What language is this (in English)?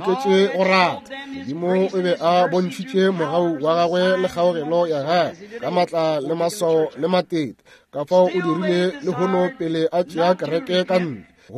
Northern Sotho